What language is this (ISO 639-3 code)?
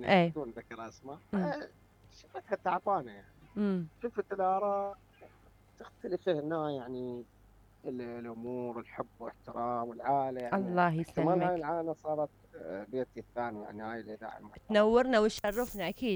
acm